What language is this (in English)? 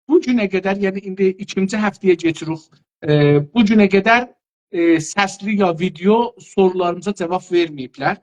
South Azerbaijani